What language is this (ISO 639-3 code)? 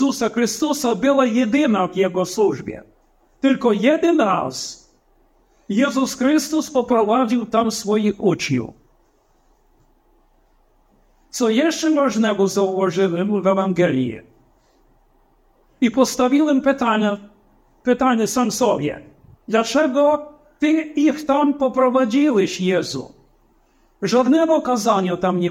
pol